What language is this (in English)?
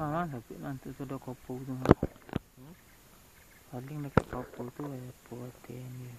Minangkabau